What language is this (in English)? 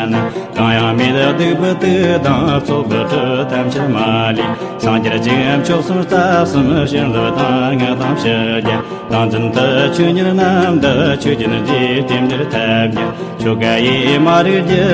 Tibetan